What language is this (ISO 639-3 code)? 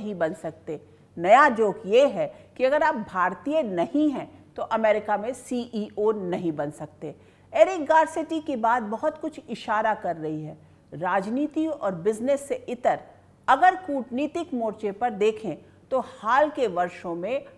hin